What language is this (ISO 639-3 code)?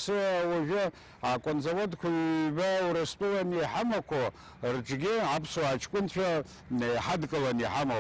abk